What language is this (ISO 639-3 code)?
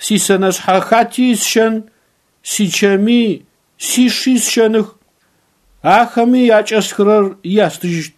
ady